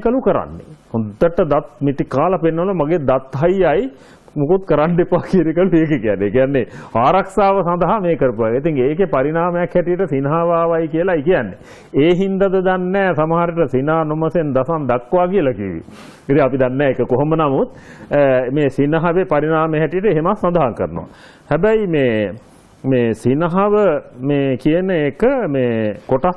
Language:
Sinhala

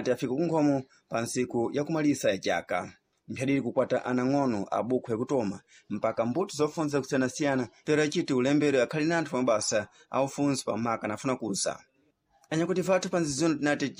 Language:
Sena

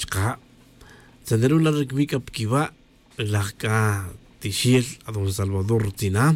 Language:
Tz'utujil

